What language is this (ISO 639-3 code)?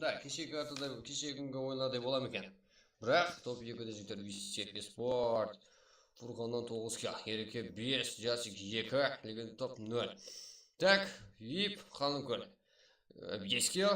kaa